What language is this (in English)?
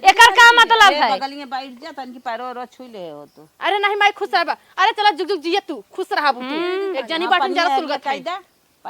Awadhi